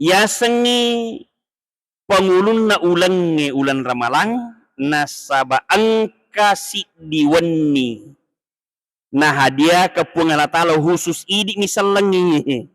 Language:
Buginese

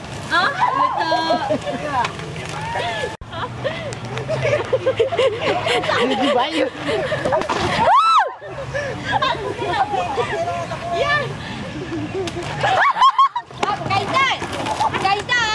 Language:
Malay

